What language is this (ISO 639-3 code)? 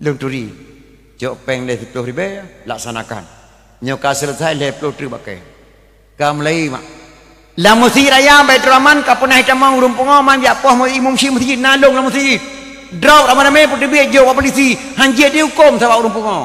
ace